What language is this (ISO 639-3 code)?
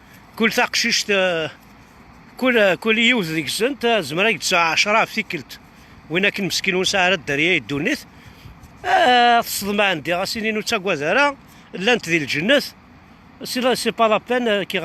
kab